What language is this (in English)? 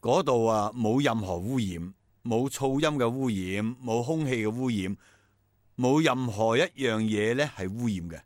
Cantonese